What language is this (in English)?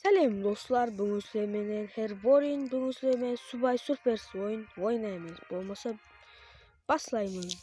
Kara-Kalpak